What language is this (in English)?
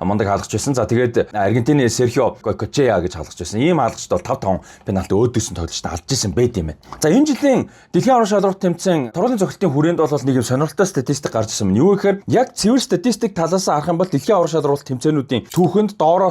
Mongolian